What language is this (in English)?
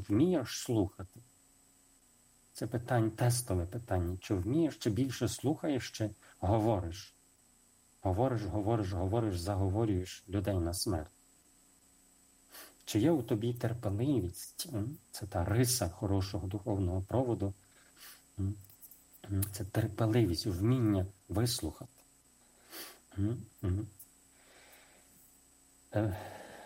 Ukrainian